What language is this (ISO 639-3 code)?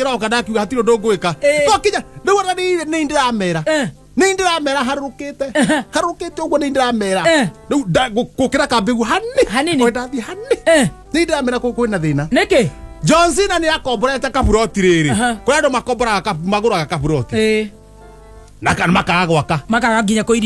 kik